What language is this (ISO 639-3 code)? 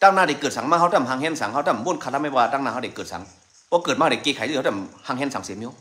shn